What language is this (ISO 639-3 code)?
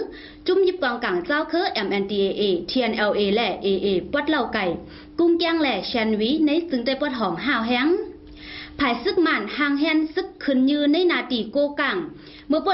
shn